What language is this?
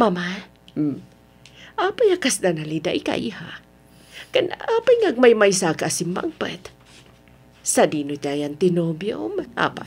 Iloko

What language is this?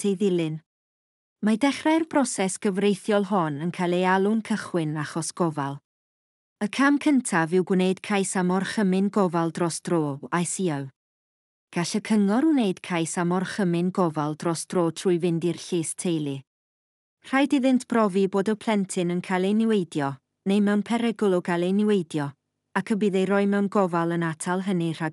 Welsh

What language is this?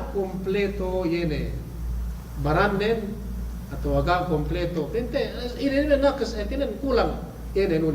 Yakan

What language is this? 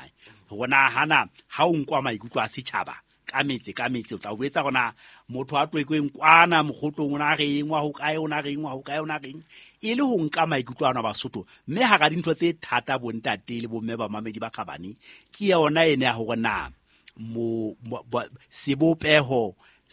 Southern Sotho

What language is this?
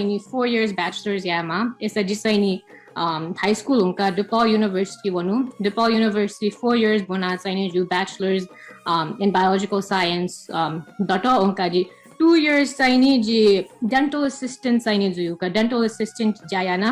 Newari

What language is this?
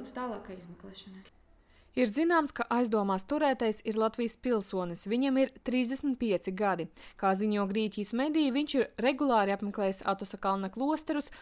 Latvian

